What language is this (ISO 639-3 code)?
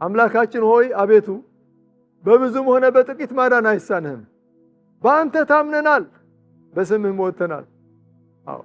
amh